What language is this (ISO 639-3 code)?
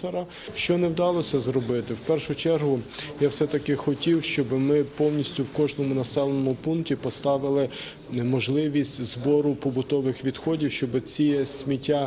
ukr